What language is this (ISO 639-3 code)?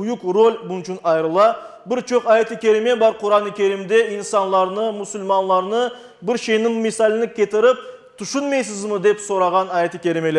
crh